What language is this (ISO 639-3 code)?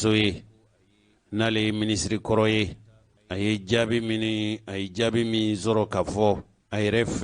bam